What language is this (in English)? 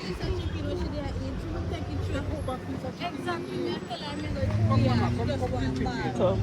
Jamaican Creole English